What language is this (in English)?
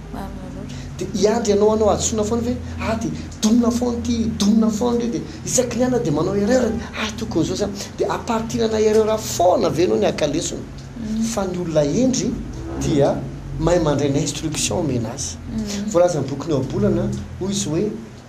Malagasy